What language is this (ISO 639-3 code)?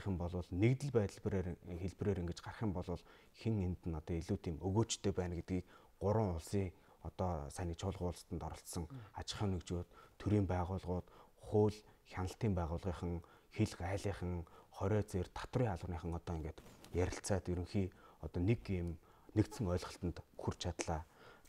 mon